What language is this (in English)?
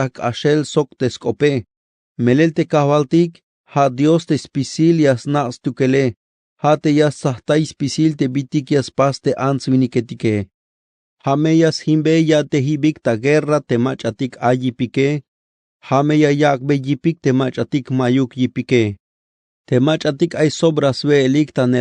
Tzeltal